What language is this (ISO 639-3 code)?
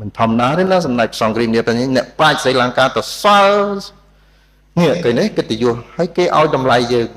khm